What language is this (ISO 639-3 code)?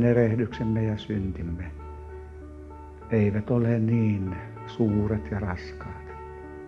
fin